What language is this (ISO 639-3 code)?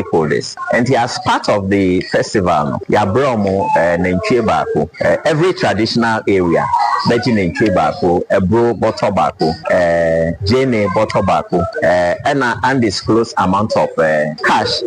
aka